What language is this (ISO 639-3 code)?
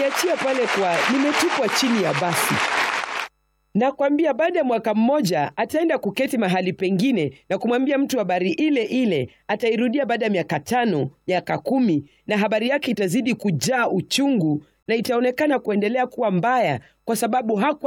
swa